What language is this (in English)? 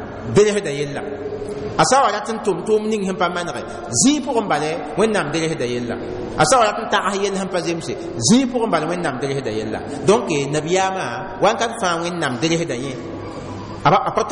Mossi